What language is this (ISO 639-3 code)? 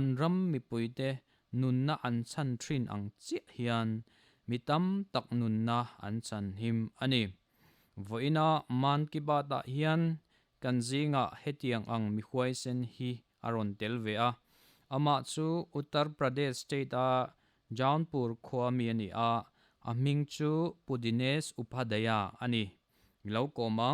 lus